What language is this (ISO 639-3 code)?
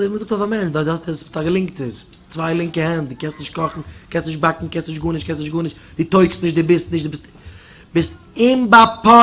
yid